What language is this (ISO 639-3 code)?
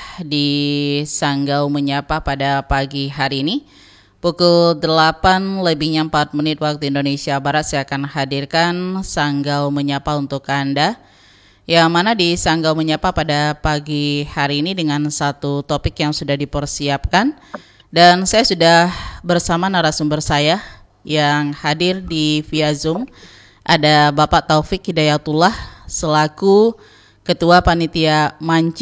ind